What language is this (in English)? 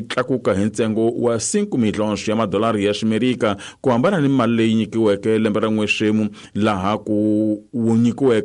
Tsonga